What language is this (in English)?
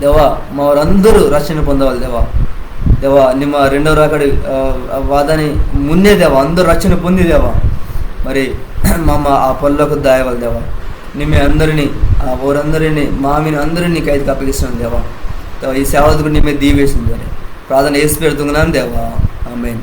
Koya